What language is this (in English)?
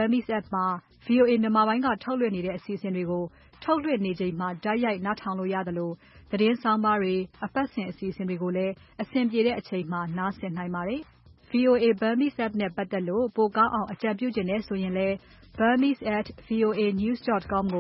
Burmese